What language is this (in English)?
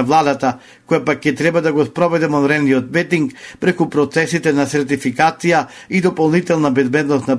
Macedonian